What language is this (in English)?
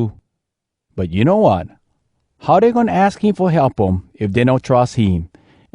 Hawai'i Creole English